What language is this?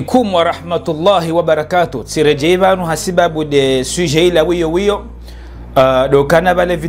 Ngazidja Comorian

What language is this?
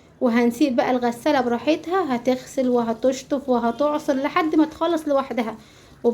Egyptian Arabic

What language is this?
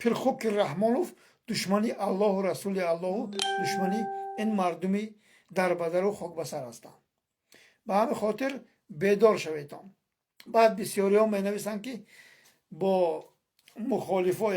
Tajik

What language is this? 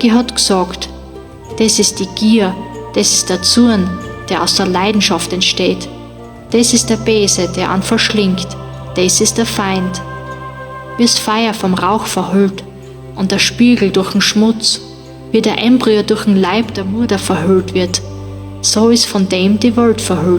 Bavarian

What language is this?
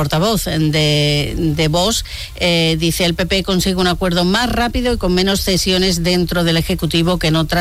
Spanish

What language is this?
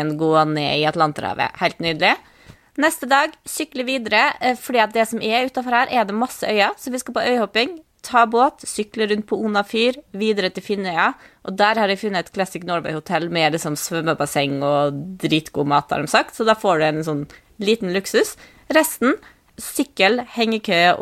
Norwegian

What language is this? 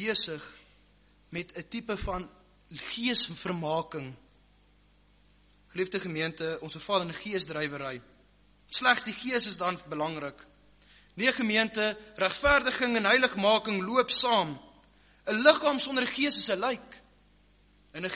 Afrikaans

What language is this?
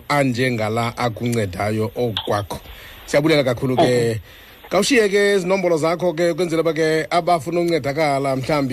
Xhosa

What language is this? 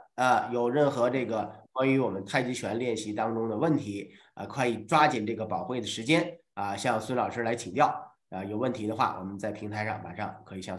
Chinese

